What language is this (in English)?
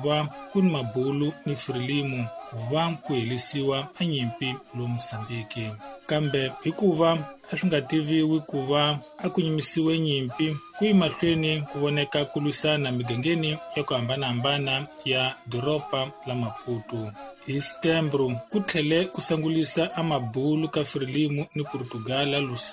Tsonga